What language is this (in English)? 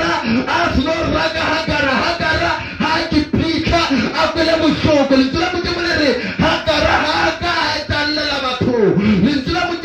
Northern Sotho